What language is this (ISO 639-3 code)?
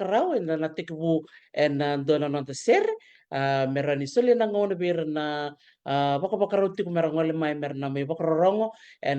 fij